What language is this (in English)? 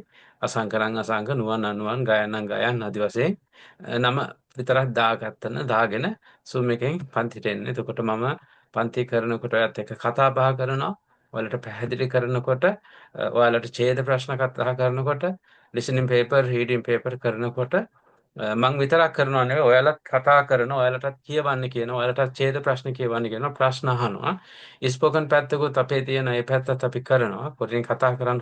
Sinhala